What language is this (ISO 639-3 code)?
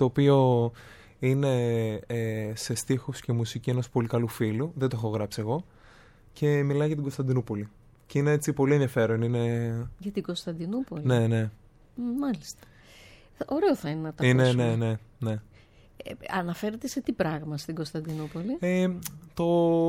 ell